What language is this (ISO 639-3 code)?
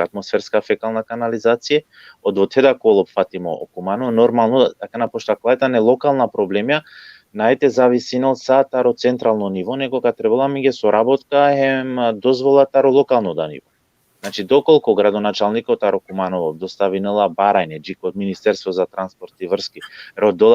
rmn